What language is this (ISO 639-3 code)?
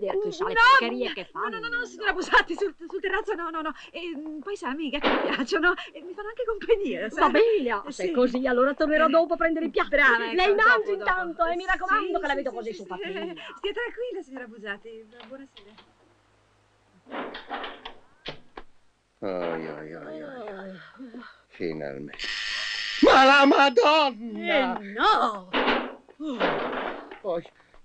ita